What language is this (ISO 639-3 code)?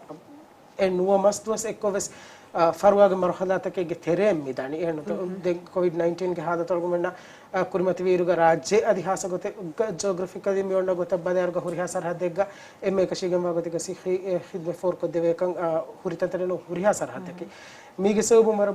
div